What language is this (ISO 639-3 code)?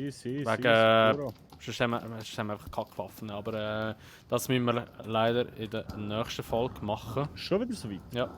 gsw